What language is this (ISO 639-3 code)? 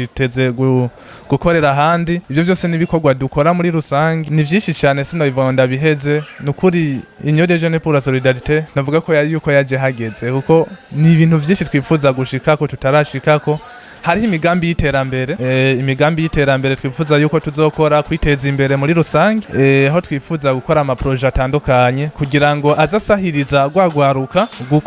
run